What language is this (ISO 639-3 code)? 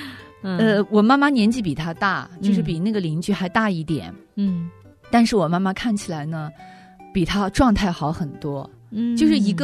zho